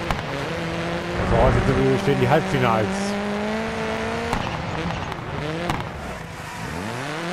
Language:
German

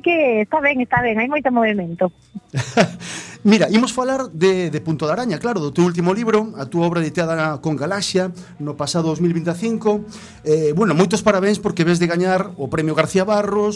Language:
Galician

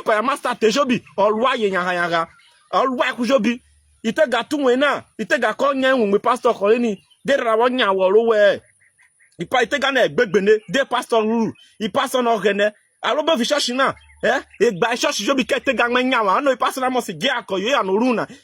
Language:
Urhobo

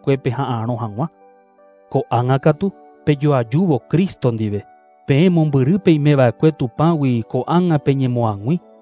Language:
Guarani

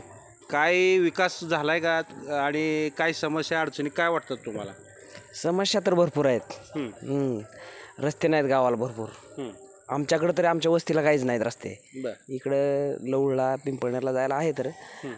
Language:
Marathi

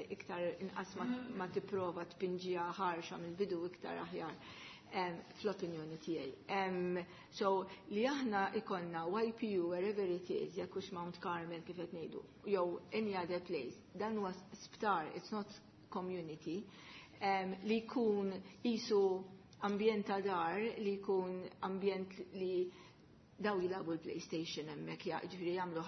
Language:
Maltese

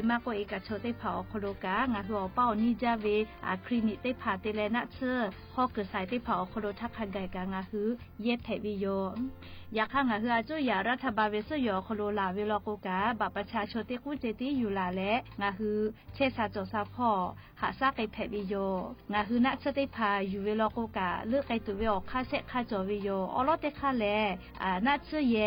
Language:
Lahu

